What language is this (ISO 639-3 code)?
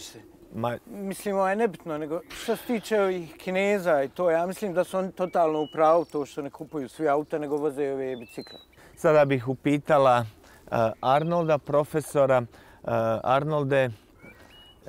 bos